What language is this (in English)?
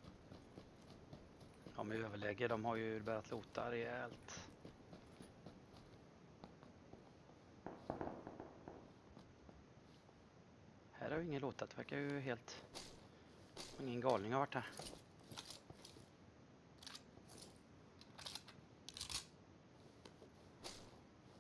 Swedish